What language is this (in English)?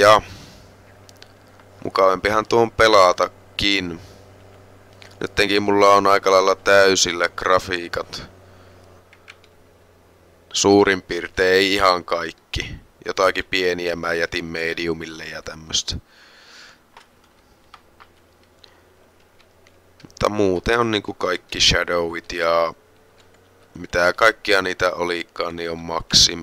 Finnish